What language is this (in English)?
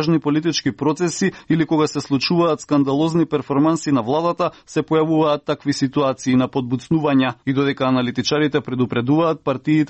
Macedonian